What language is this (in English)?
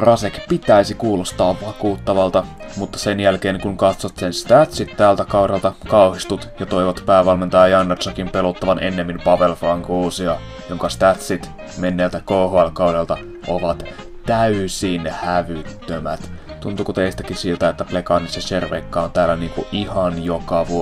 Finnish